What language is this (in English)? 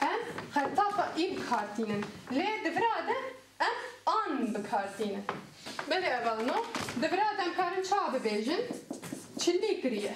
Kurdish